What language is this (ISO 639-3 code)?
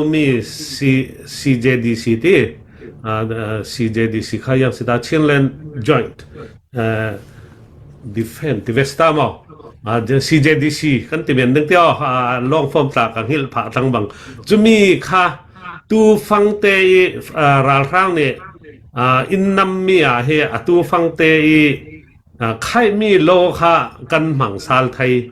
cfm